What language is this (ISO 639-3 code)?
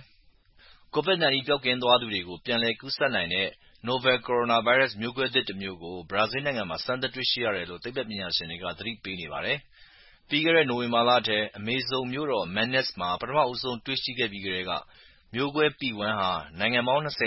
mya